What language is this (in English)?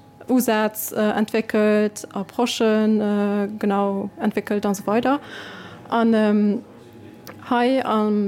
Luxembourgish